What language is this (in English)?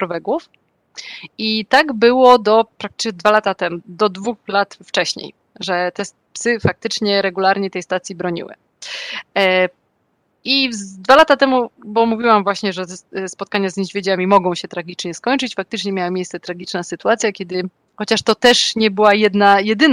Polish